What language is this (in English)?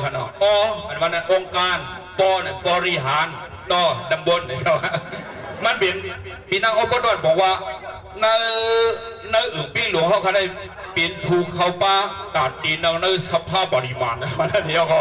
Shan